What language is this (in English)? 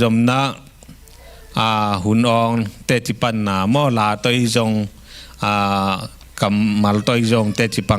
Tedim Chin